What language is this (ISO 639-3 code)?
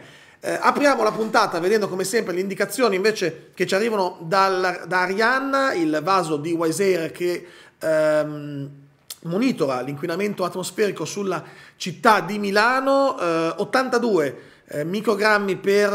ita